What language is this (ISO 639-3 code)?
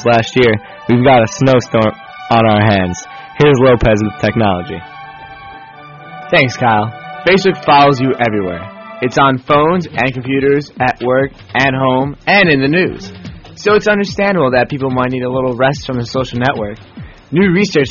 eng